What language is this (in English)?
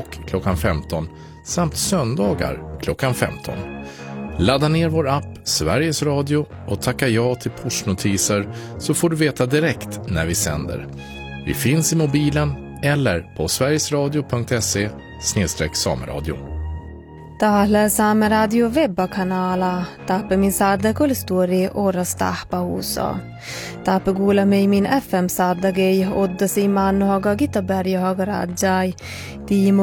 Swedish